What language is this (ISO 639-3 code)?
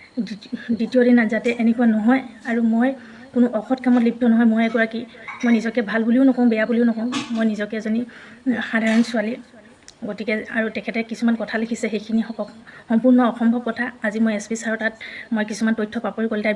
asm